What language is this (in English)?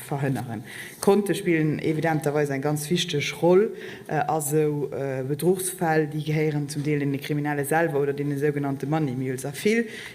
Luxembourgish